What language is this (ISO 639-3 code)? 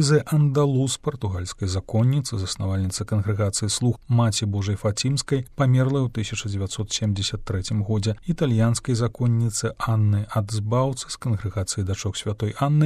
bel